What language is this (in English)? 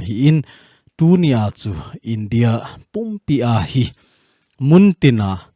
Thado Chin